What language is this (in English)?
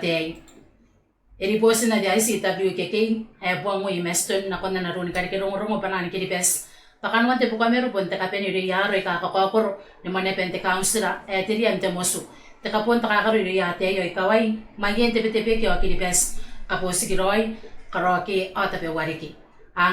Gilbertese